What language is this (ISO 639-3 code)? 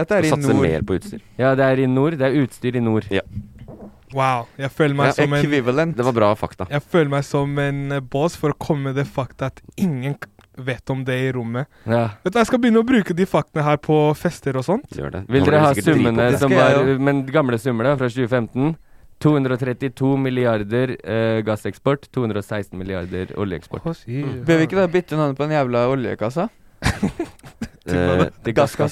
nor